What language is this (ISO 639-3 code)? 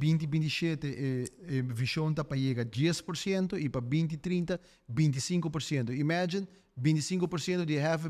pap